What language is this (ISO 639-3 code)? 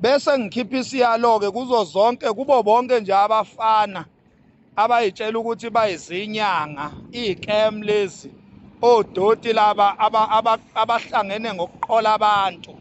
zul